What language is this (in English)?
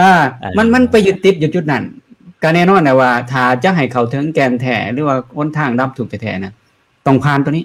Lao